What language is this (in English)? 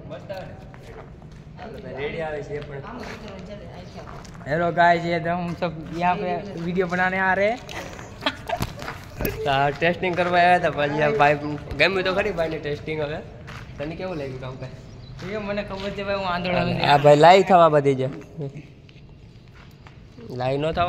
Gujarati